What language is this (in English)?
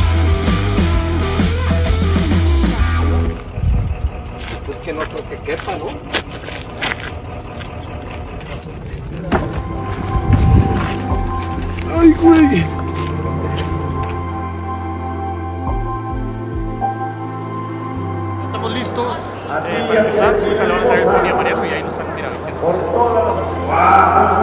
Spanish